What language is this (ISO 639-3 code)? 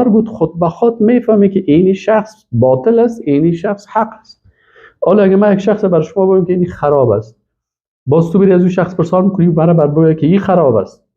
fas